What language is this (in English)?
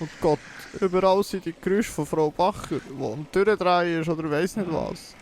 Swiss German